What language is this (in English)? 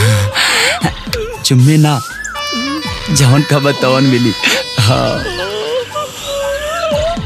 Bhojpuri